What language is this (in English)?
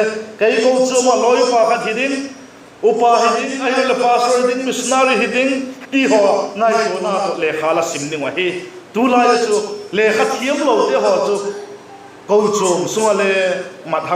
Vaiphei